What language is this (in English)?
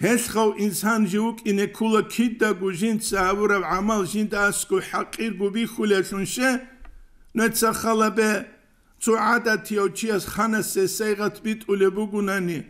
Avaric